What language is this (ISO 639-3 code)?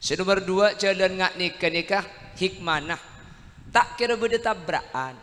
mad